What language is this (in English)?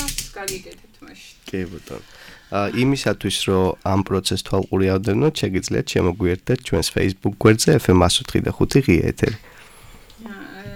Georgian